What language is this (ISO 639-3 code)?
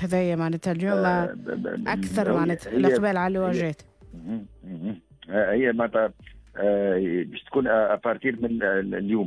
aeb